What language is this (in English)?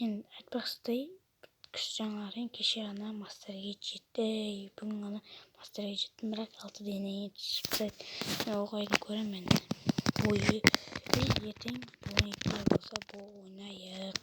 Kazakh